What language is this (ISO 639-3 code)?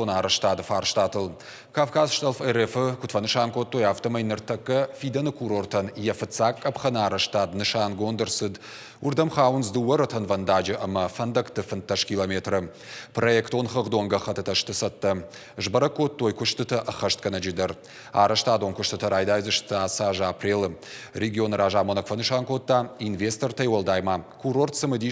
oss